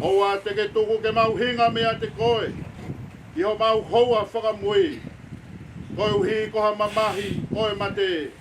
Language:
Tongan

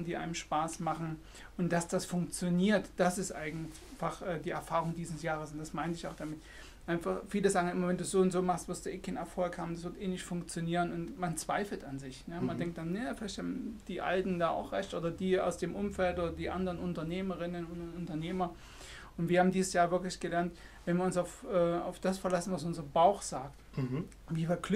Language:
German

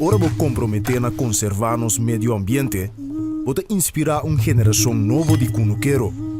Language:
Papiamento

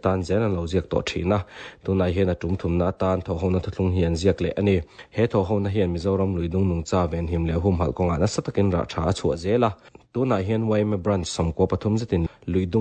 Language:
Mizo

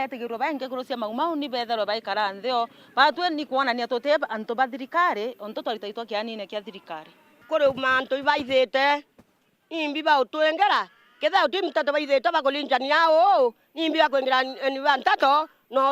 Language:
Meru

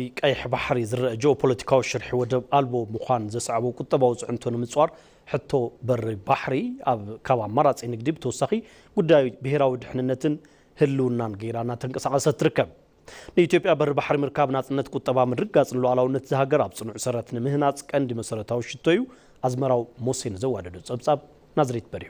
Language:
Tigrinya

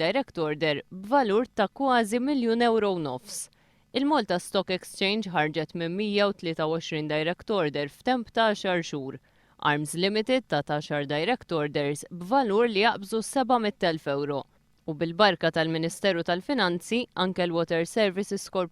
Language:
Maltese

